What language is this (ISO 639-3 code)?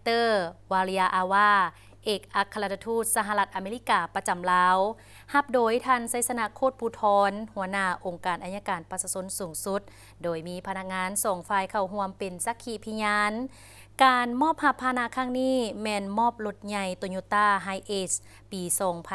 lao